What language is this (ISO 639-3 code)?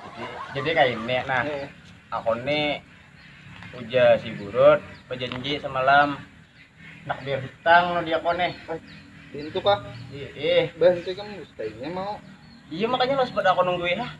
bjn